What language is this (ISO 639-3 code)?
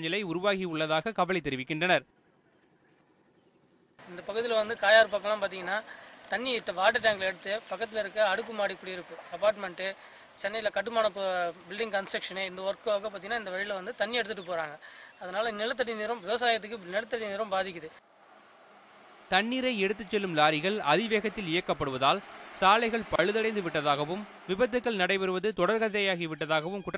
tam